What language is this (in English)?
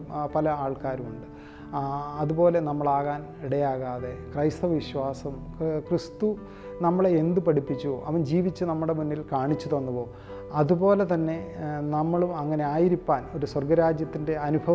Malayalam